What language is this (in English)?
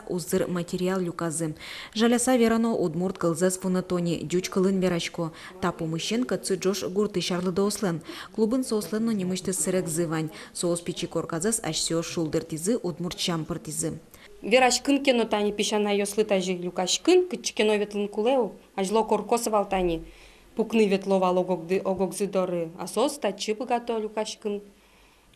Udmurt